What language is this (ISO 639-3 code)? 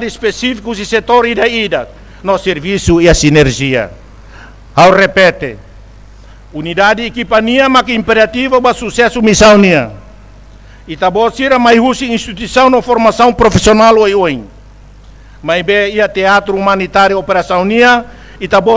tet